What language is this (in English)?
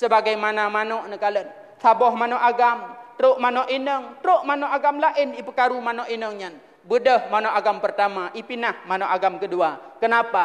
Achinese